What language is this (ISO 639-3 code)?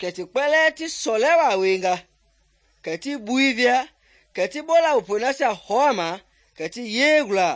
men